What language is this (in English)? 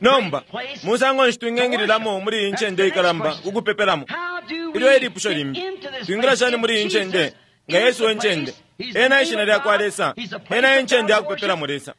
Bemba